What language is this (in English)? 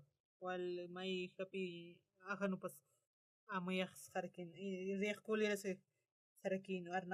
Aymara